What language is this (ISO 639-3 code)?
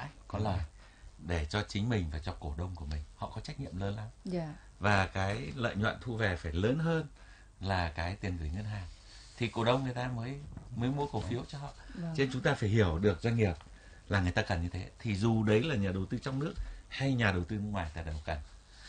vie